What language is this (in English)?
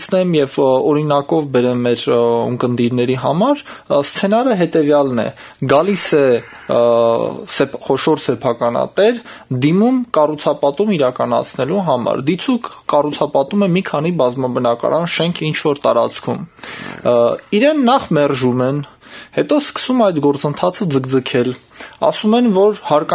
Armenian